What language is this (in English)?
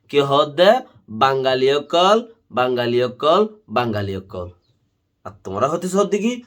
Rohingya